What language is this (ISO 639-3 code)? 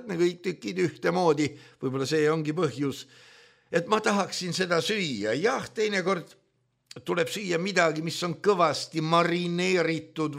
est